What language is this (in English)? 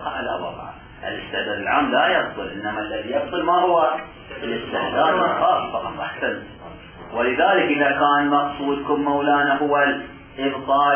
Arabic